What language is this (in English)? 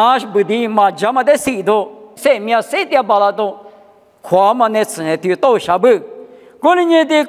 Lisu